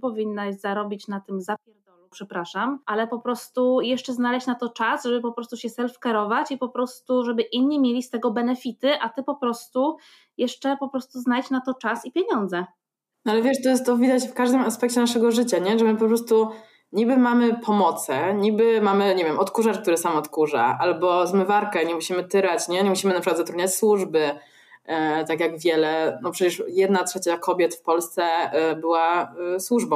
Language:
Polish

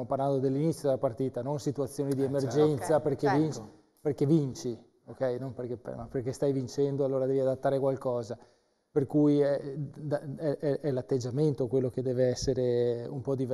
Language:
Italian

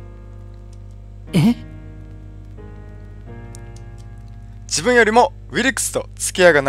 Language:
Japanese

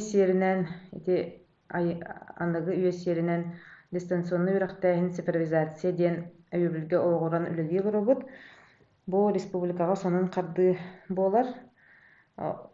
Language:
Yakut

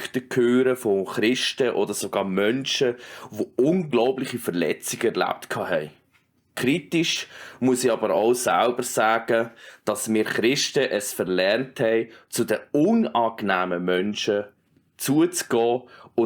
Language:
Swiss German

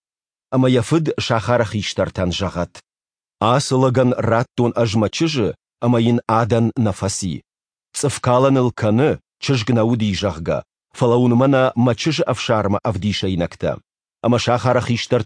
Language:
Ossetic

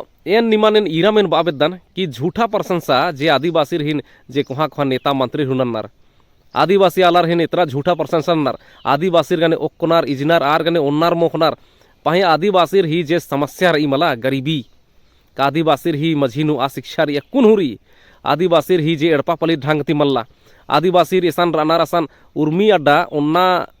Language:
Kurukh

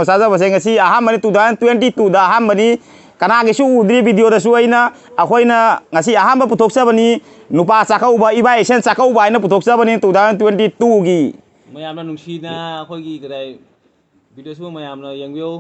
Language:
Manipuri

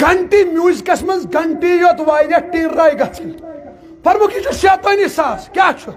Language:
Kashmiri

